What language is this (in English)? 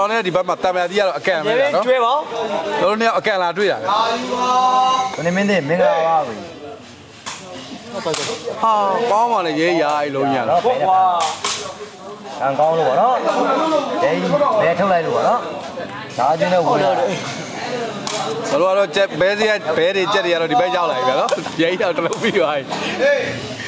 Burmese